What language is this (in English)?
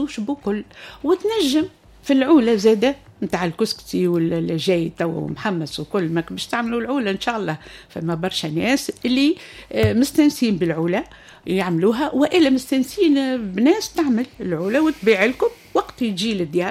Tunisian Arabic